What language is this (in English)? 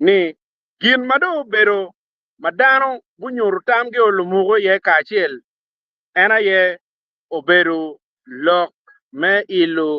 Acoli